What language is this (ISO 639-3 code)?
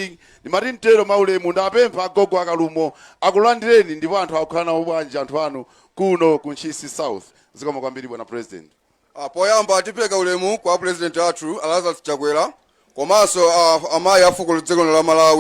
nya